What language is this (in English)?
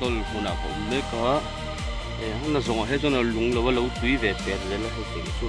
Mizo